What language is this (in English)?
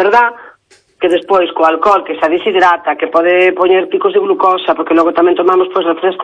Galician